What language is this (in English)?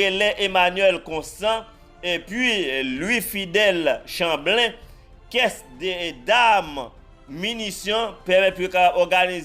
Haitian Creole